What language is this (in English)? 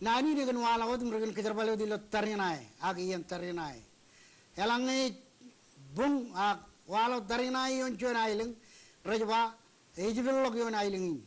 Marshallese